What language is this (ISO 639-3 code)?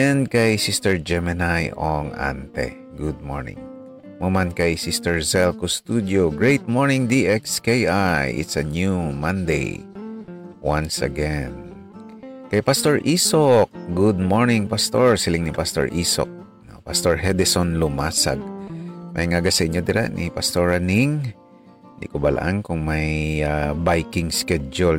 hil